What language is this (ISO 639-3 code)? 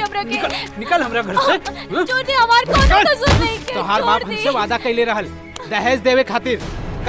bho